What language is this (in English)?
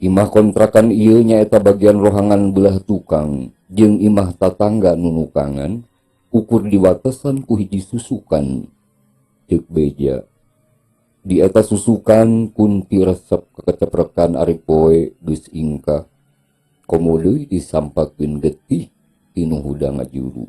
Sundanese